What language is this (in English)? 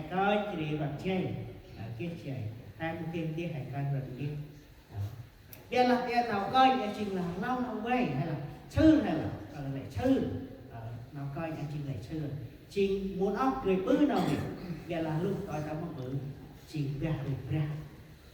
Central Mnong